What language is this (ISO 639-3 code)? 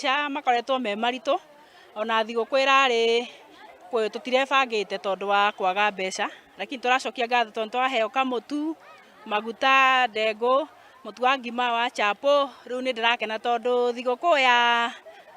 kik